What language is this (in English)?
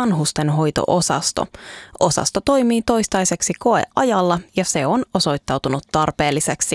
Finnish